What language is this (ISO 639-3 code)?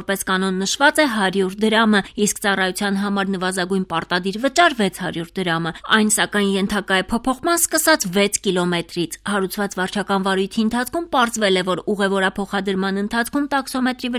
hye